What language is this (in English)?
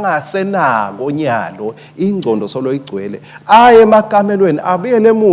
Swati